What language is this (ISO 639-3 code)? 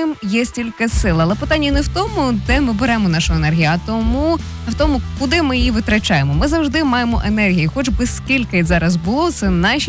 ukr